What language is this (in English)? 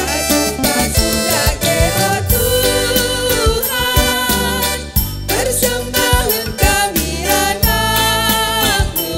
Batak Karo